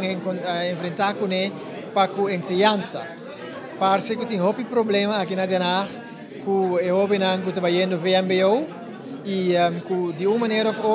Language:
Papiamento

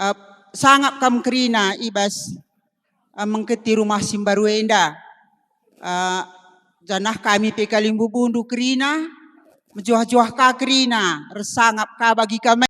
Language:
Batak Karo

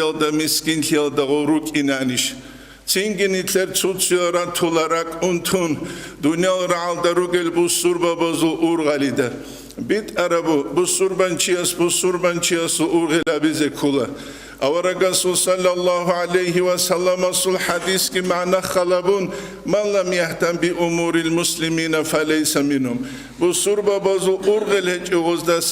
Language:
Avaric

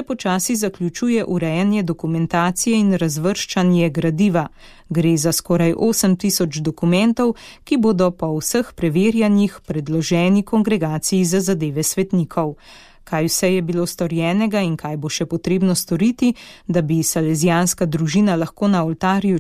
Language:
Slovenian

